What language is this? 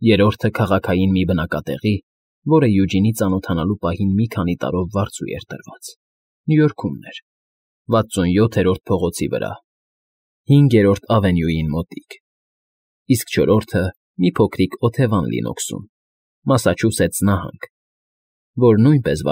Armenian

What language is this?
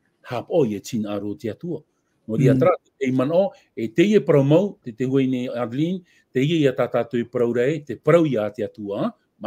Tahitian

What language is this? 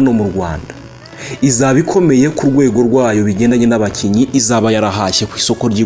Kinyarwanda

